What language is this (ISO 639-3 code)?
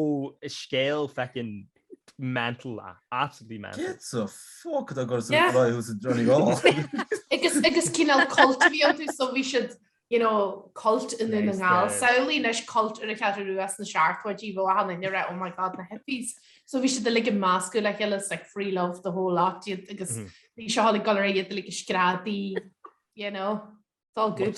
gle